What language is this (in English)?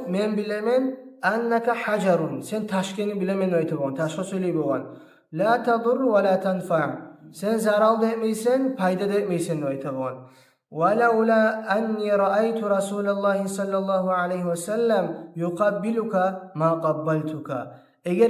Kumyk